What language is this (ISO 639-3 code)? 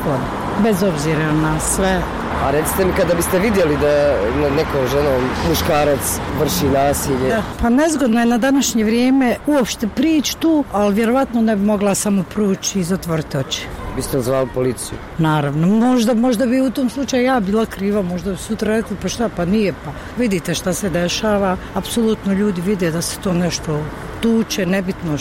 bos